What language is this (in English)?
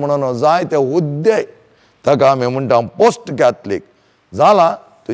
Konkani